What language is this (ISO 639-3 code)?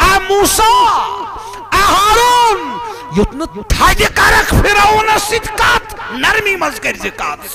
kas